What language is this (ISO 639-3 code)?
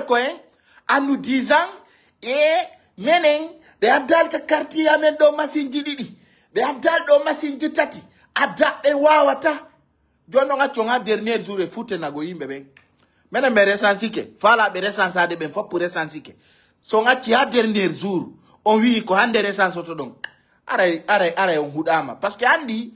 ful